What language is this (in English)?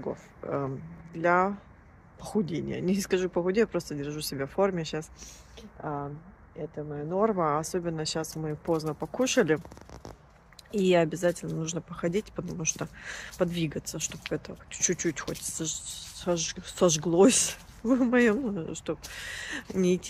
Russian